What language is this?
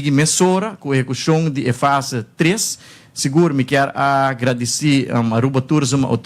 Papiamento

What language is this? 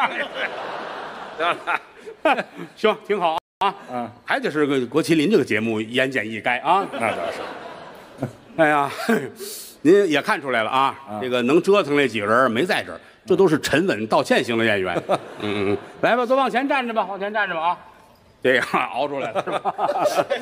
Chinese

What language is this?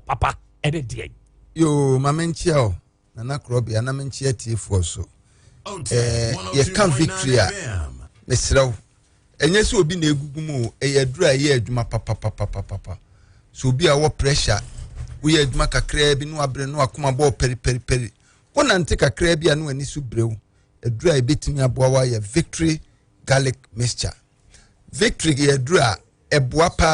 Akan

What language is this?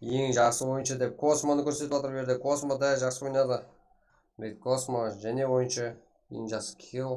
Kara-Kalpak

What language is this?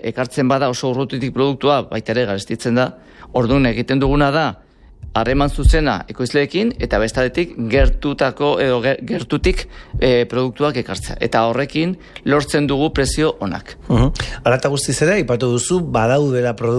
Basque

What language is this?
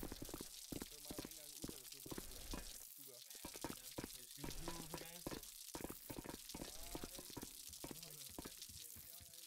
Danish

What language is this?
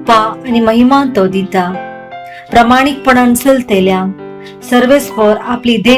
Konkani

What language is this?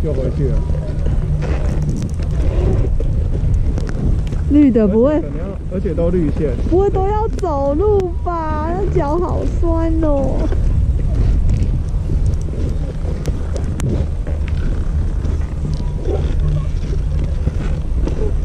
Chinese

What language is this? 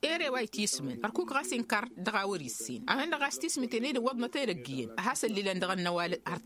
Tamasheq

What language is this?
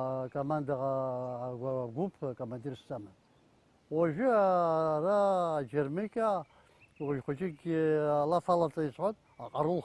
Abkhazian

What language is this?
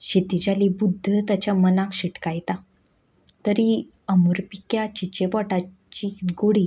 Konkani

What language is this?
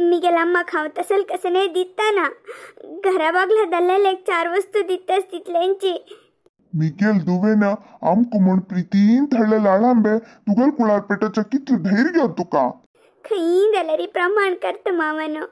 Konkani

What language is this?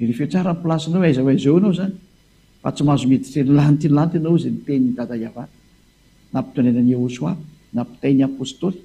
Malagasy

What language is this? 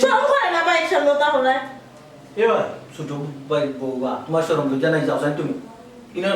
Sylheti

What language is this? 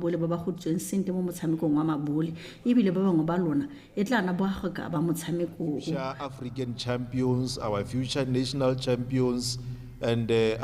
Tswana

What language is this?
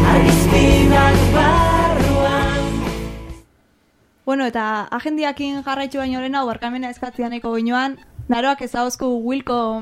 Basque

